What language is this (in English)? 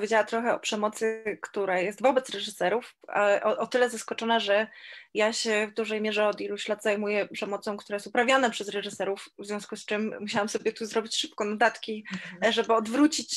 Polish